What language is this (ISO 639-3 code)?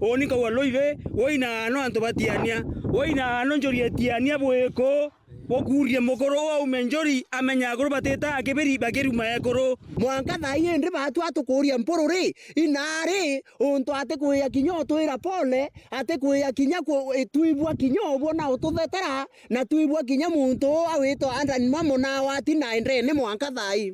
mer